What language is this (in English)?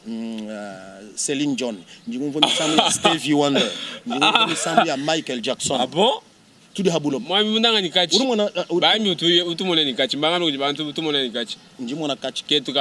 Luba-Lulua